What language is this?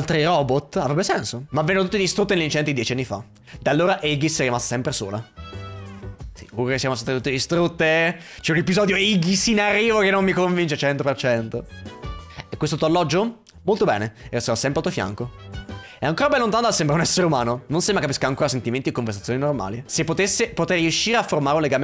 Italian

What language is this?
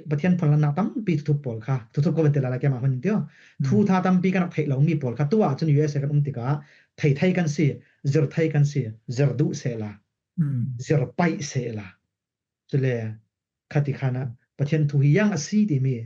Falam Chin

